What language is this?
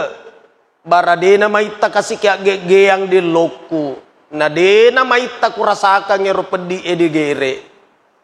Buginese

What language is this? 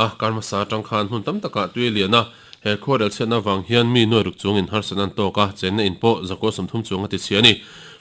Mizo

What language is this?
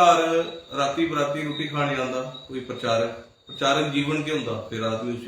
Dogri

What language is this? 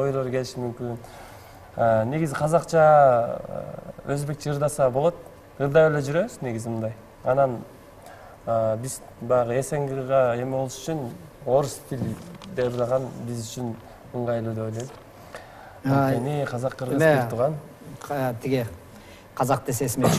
Kyrgyz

